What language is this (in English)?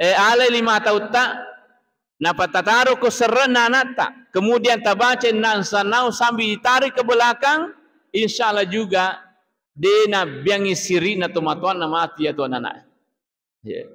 Buginese